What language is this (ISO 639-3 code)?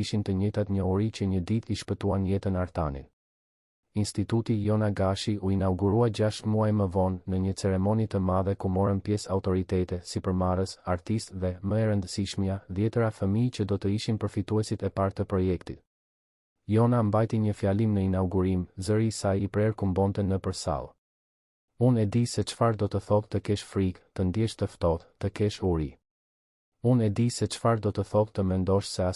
sqi